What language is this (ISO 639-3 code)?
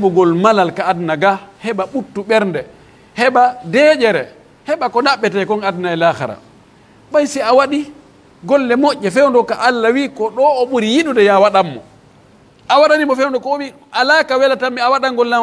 fuf